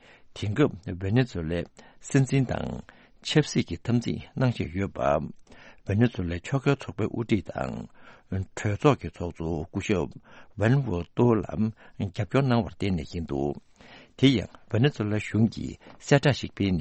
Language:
Tibetan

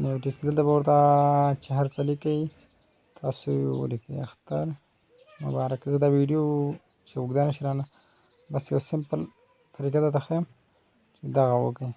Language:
Pashto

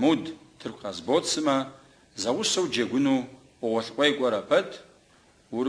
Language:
Kabardian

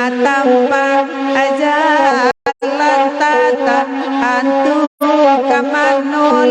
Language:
Minangkabau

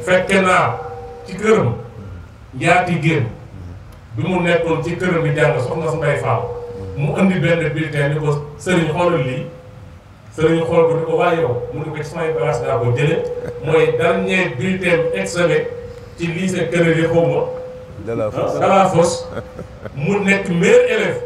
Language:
Wolof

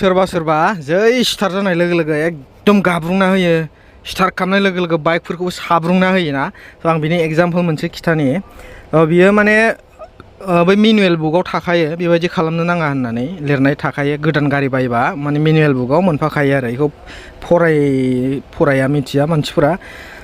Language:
Bodo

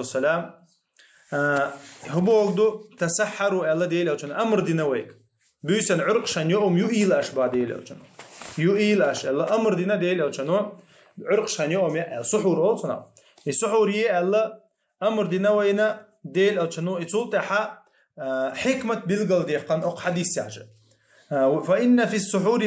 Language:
Chechen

